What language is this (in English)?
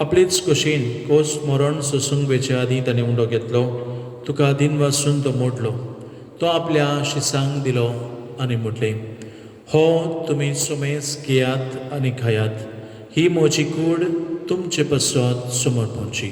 Konkani